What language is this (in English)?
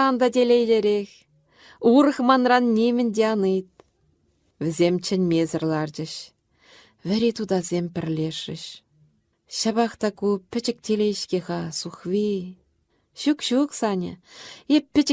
Chuvash